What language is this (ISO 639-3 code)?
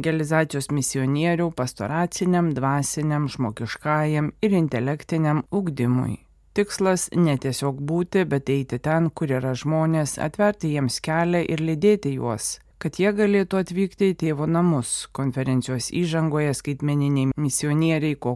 lit